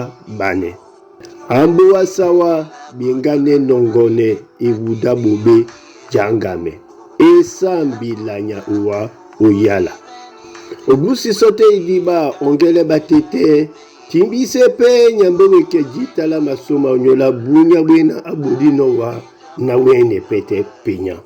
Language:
Duala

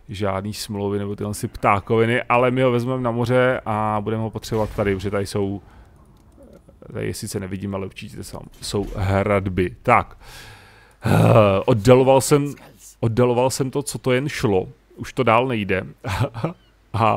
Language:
Czech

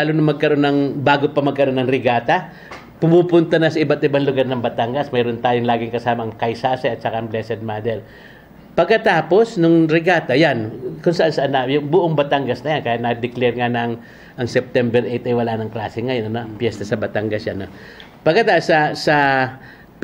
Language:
Filipino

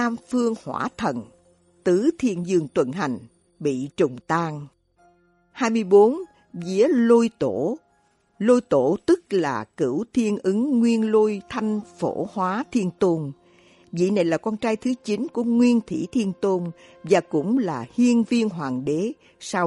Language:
Vietnamese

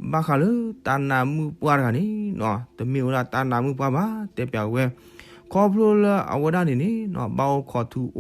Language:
S'gaw Karen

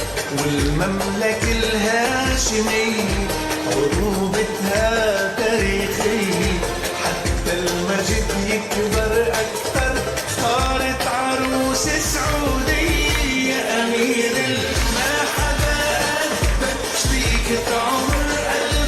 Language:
North Levantine Arabic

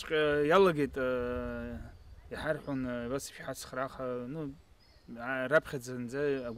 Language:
Abkhazian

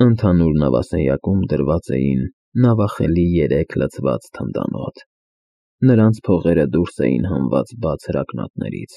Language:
Armenian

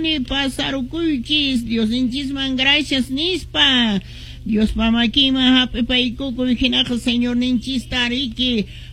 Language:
Quechua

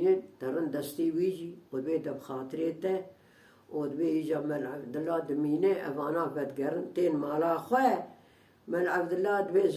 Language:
Kurdish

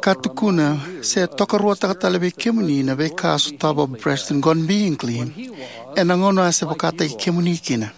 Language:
Fijian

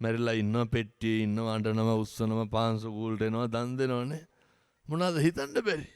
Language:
Sinhala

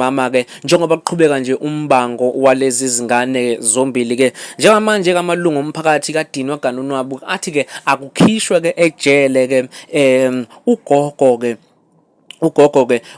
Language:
Zulu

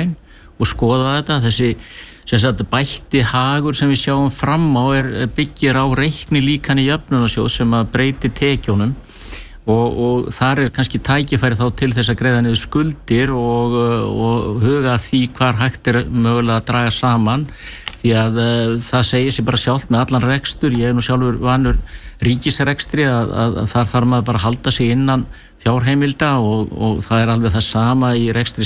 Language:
Icelandic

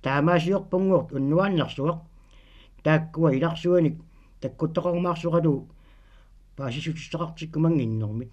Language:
Kalaallisut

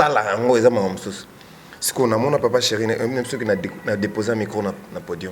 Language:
Lingala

